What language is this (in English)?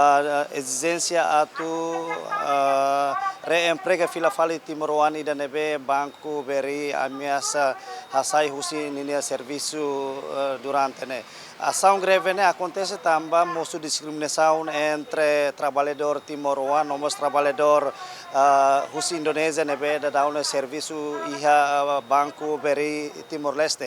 Tetum